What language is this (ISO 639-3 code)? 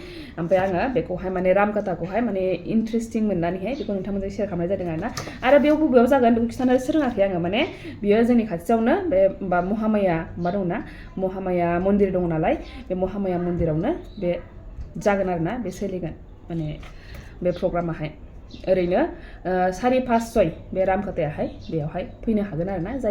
brx